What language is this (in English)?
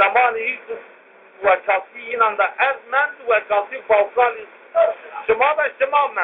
Zaza